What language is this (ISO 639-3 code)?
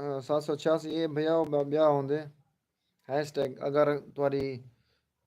skr